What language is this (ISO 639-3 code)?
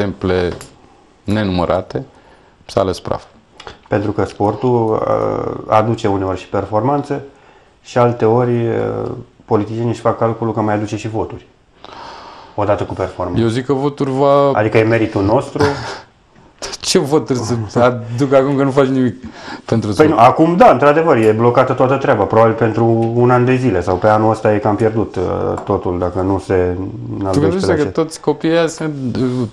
ron